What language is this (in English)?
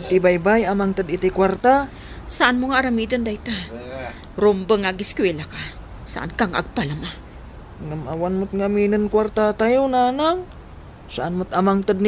Iloko